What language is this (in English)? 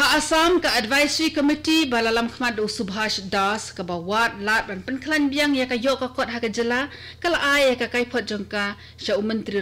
Khasi